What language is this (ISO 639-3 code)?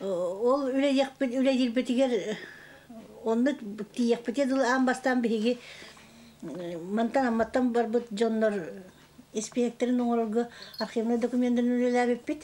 sah